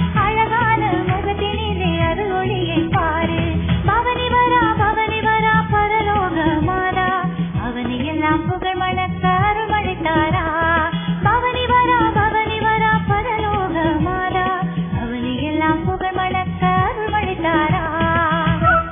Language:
Tamil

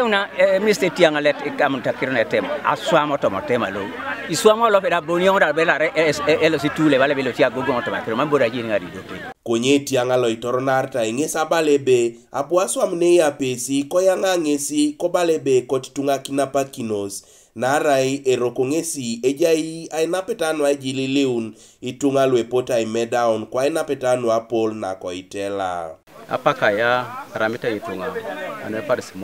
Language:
Teso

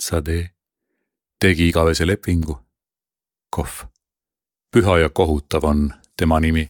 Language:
Estonian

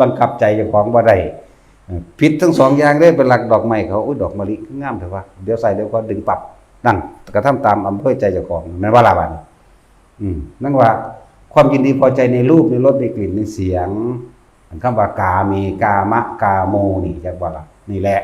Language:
Northeastern Thai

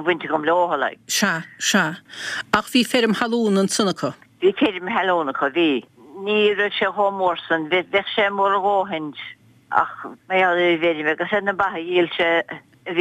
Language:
Irish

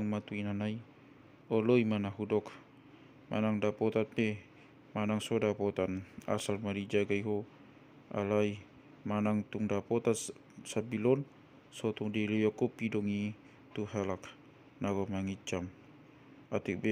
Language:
Batak Toba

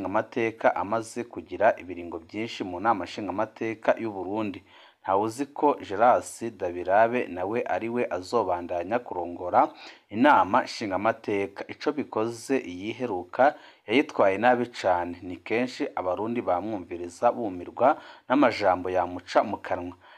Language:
Rundi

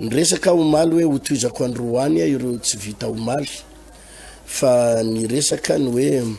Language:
Malagasy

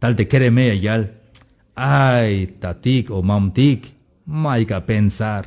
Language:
Tzeltal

